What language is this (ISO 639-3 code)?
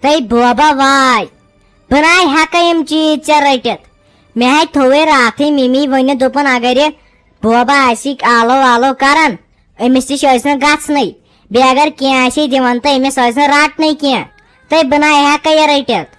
kas